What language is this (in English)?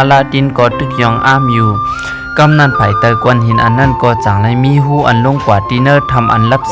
Shan